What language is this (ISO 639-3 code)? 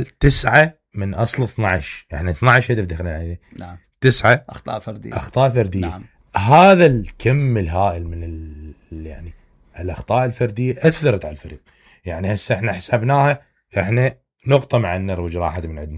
acm